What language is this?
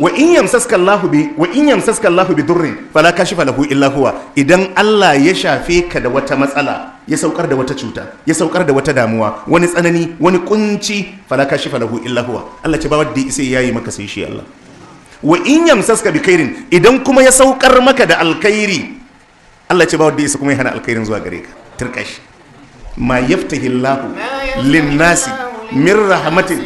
Hausa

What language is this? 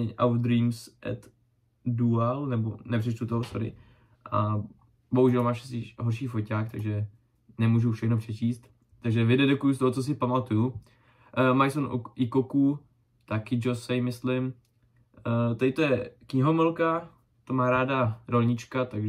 Czech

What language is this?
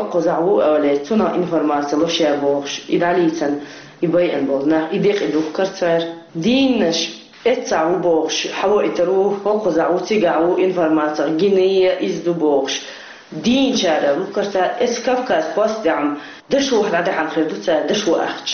Chechen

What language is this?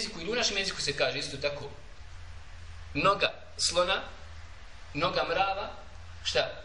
Bosnian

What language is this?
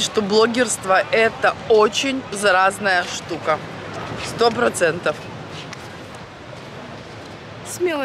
Russian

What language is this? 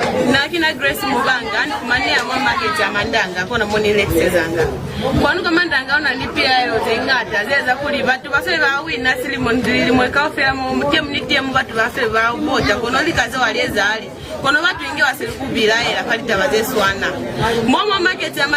Lozi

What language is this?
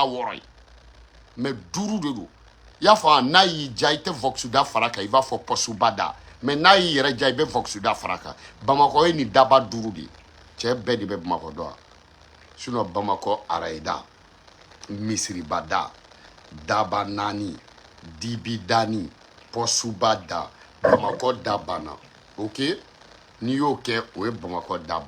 Bambara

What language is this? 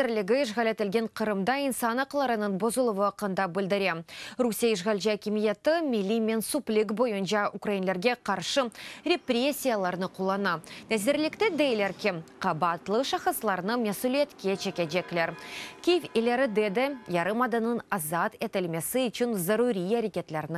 Crimean Tatar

